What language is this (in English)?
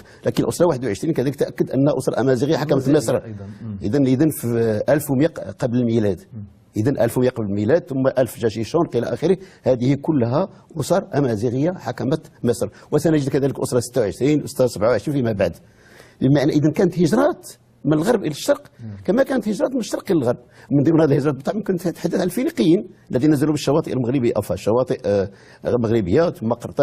Moroccan Arabic